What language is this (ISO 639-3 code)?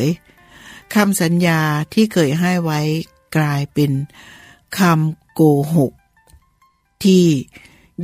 tha